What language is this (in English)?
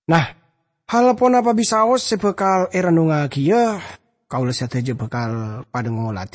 Madurese